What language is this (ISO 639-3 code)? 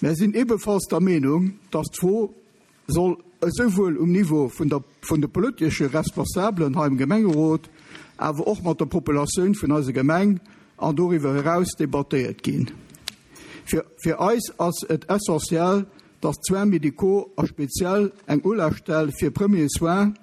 ltz